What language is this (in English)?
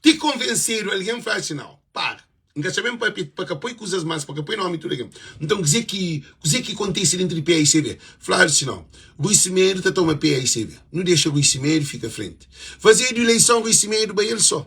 Kabuverdianu